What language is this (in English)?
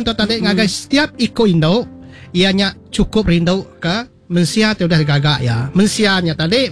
Iban